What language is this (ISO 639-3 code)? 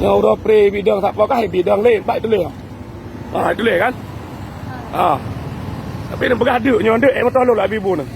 ace